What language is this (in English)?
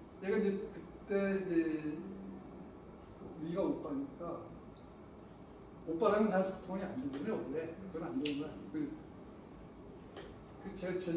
Korean